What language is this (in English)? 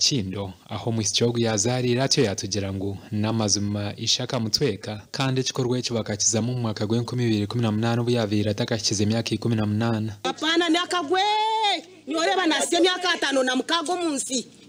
Nyankole